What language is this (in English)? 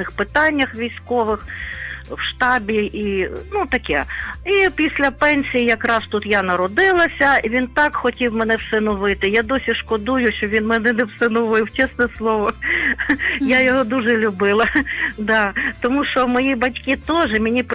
Ukrainian